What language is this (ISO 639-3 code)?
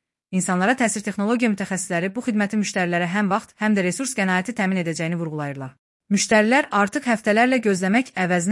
aze